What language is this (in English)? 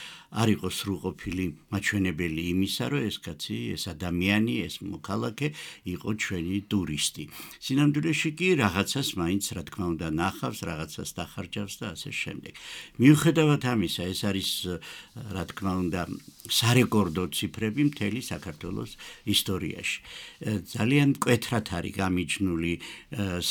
Georgian